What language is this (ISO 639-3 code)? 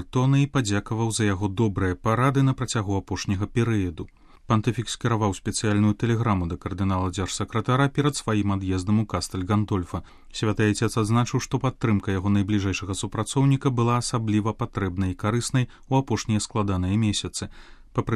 bel